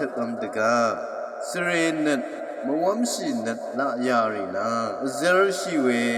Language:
Rawang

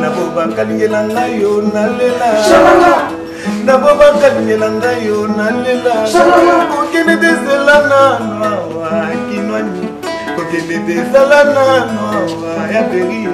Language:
Lingala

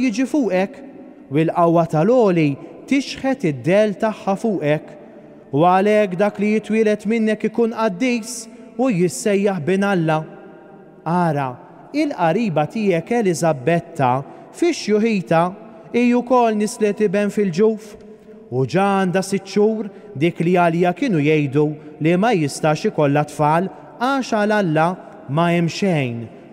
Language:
Maltese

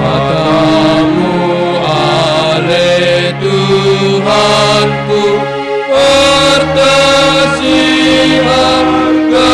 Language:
Batak Simalungun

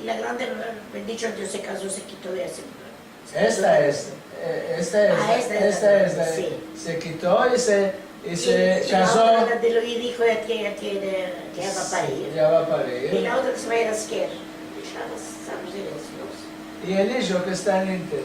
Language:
Ladino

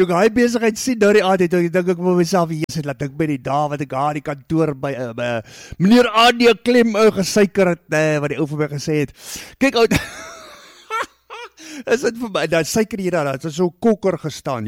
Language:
Afrikaans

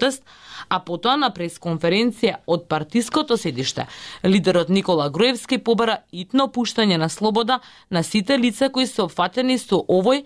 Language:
Macedonian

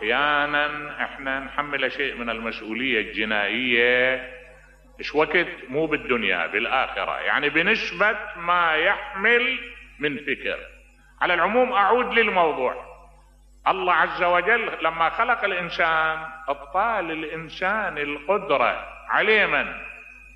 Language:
Mesopotamian Arabic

